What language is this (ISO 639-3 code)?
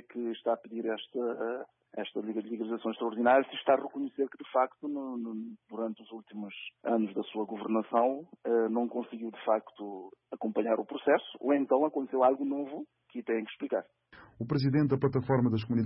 por